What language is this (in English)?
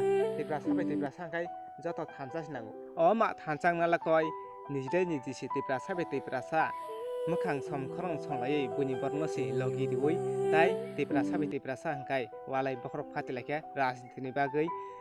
Kok Borok